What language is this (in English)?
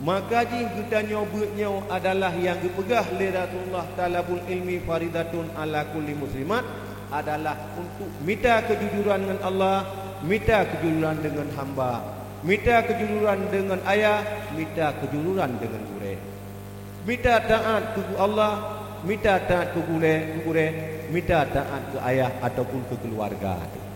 Achinese